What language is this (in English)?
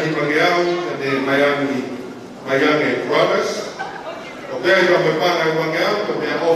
Tongan